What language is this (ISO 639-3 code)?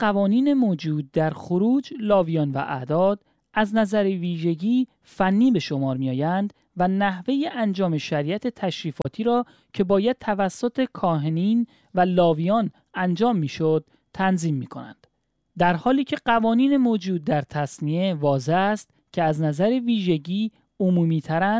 fas